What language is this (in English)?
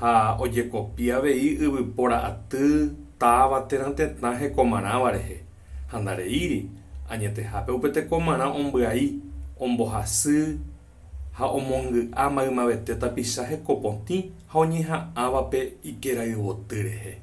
Guarani